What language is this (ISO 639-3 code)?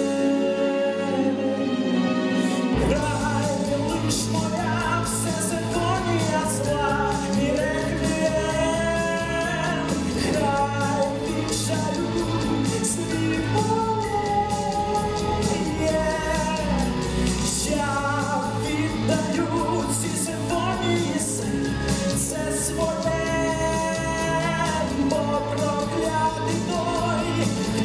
ukr